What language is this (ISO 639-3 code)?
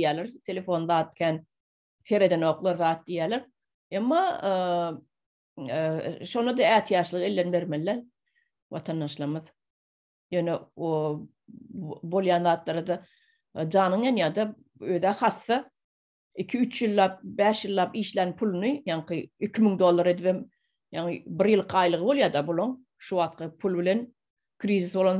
tuk